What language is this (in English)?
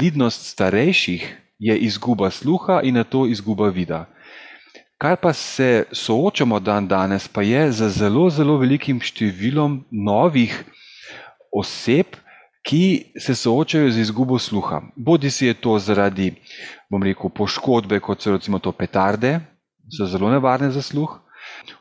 Slovenian